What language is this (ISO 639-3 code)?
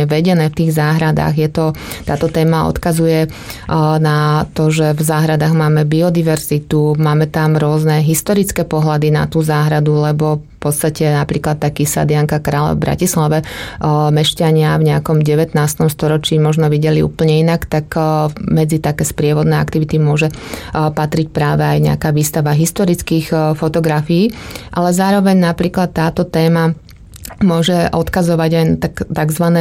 slk